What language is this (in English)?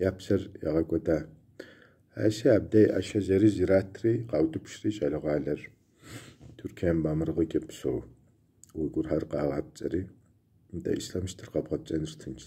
Kabardian